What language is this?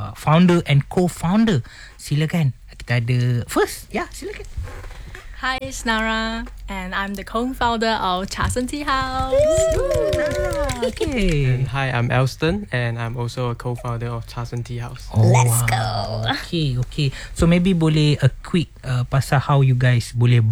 Malay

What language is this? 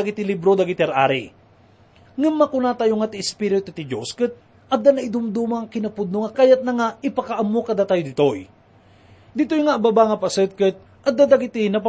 Iloko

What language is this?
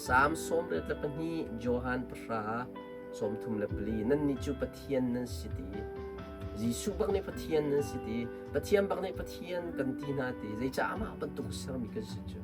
Hakha Chin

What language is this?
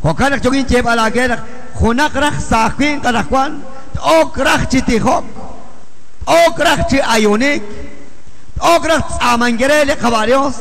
Kekchí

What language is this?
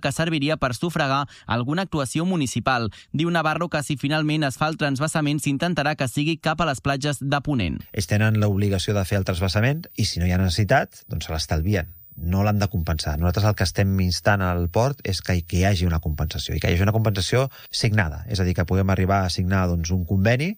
Catalan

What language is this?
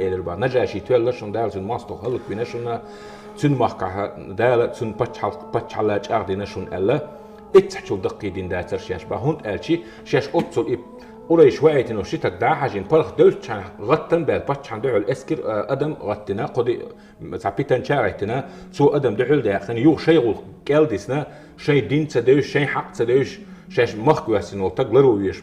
Chechen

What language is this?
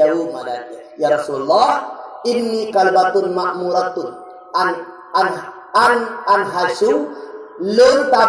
Achinese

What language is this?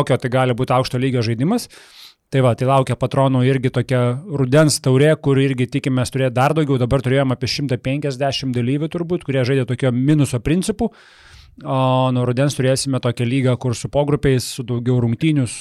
Lithuanian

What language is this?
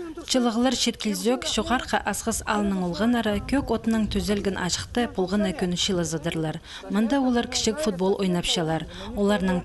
Khakas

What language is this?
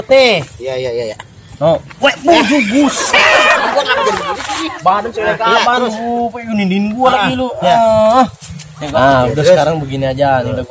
Betawi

